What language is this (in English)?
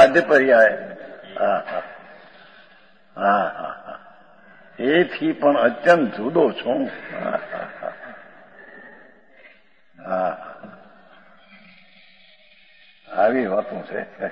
Gujarati